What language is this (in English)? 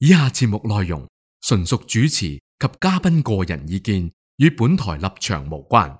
Cantonese